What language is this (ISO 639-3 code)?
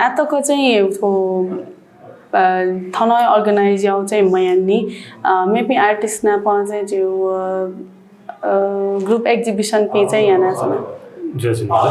new